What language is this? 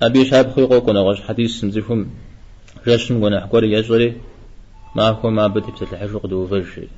Kabardian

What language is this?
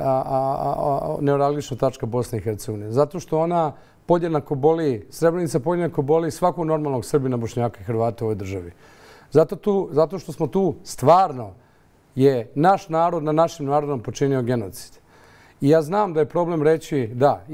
Bosnian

